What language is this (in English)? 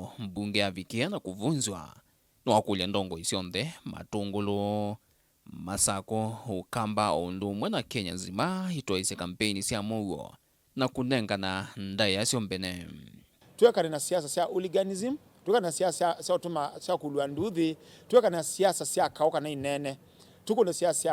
Kamba